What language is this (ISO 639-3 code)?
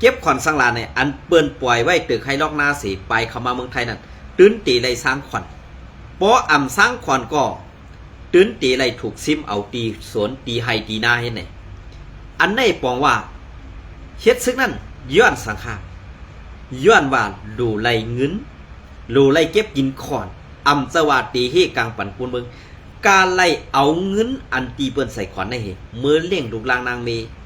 shn